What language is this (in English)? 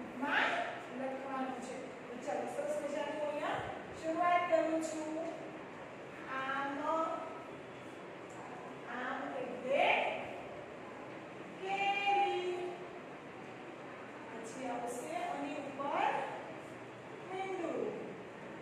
Gujarati